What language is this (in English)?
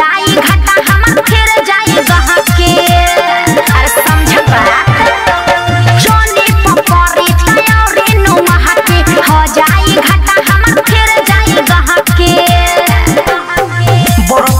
Bhojpuri